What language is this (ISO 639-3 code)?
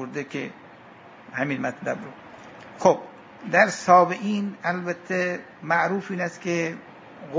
fas